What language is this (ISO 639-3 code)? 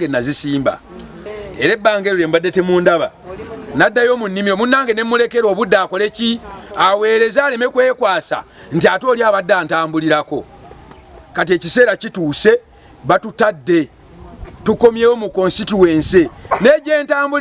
lug